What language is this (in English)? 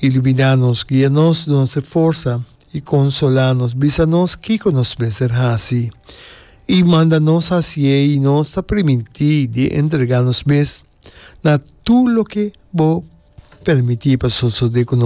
Papiamento